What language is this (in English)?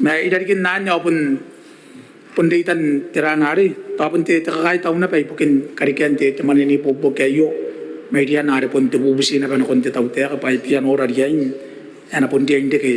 Gilbertese